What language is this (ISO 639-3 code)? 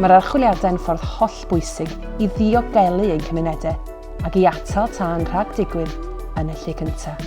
cym